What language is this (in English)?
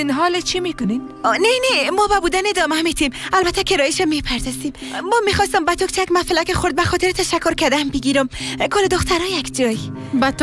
Persian